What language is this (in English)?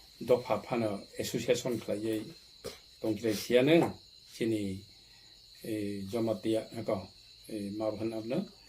Kok Borok